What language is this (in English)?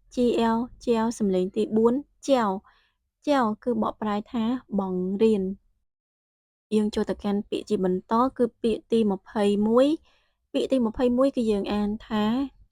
Khmer